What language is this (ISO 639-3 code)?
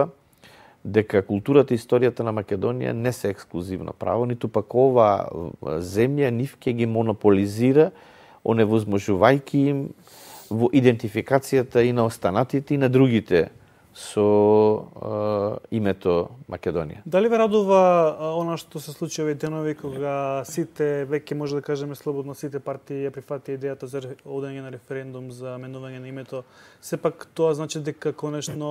mkd